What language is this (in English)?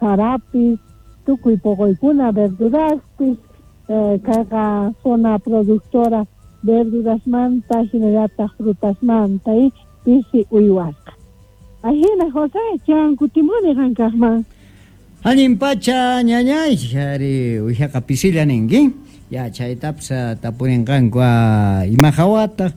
South Bolivian Quechua